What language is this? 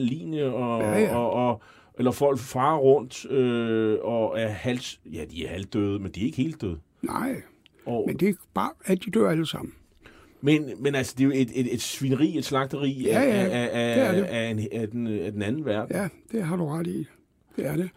Danish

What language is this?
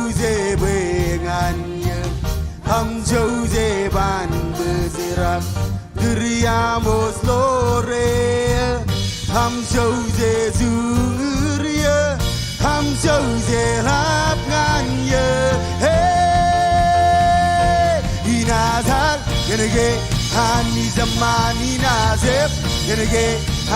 Marshallese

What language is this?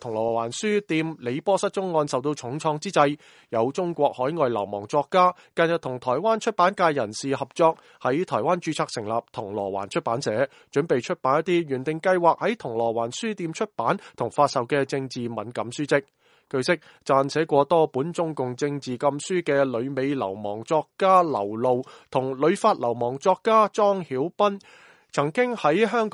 Cantonese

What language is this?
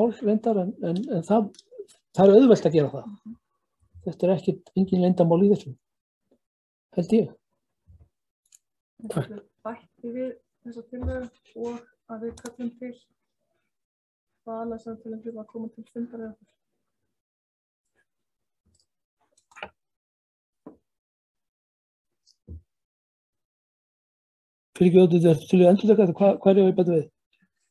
Icelandic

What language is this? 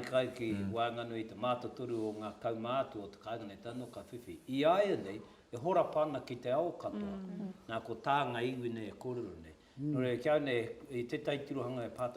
Māori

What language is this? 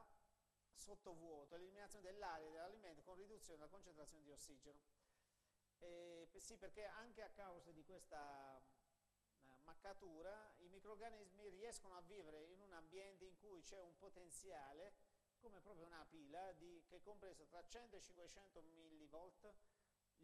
Italian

